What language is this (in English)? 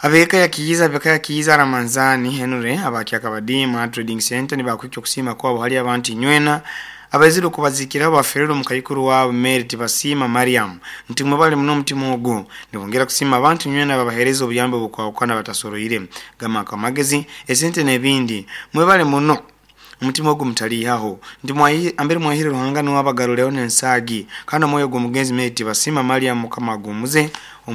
Nyoro